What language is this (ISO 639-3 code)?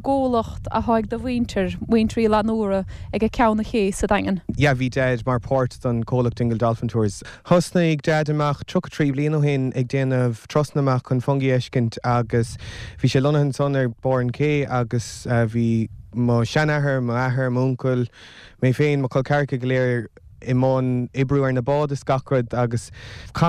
gle